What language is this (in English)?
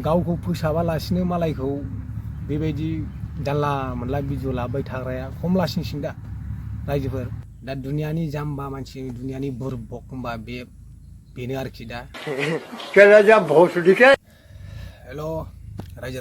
Bodo